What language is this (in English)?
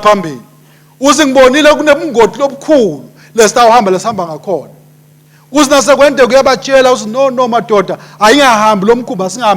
Swati